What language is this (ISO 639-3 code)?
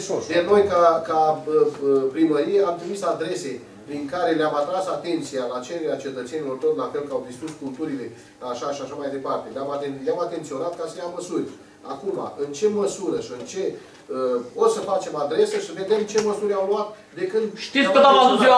ron